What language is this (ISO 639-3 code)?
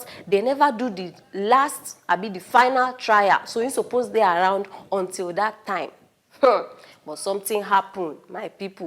pcm